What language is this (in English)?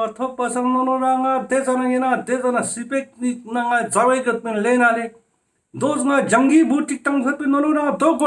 Ladakhi